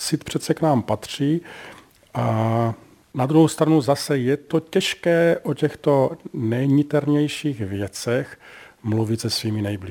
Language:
Czech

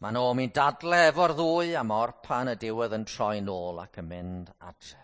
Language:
Welsh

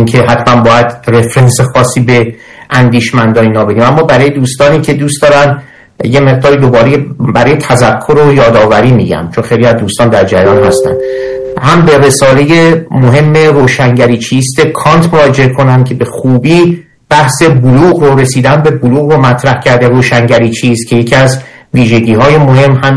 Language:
Persian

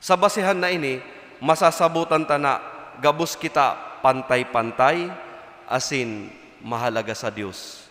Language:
Bikol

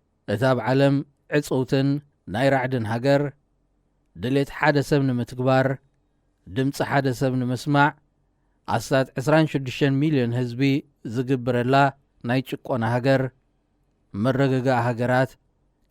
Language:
Tigrinya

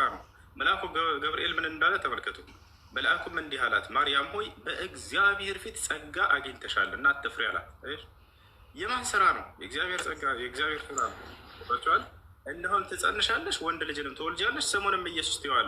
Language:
Amharic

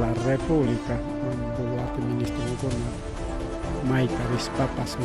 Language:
Ayacucho Quechua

